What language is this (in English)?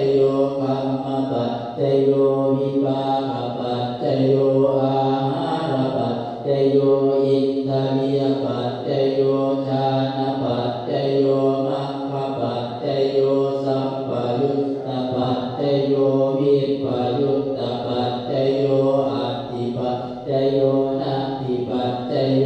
Pali